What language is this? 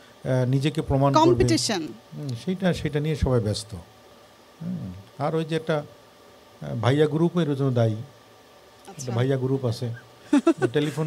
Bangla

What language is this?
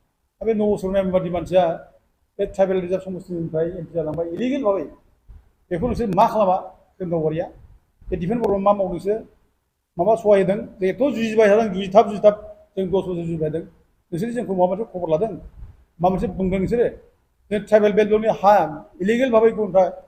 Bodo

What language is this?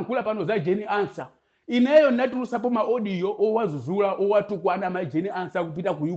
Nyanja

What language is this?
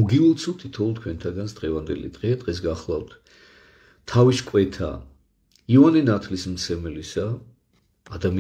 Georgian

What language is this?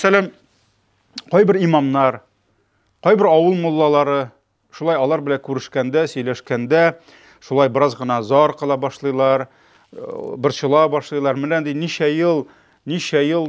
Tatar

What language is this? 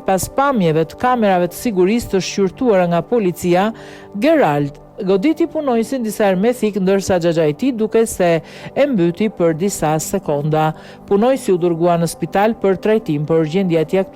Albanian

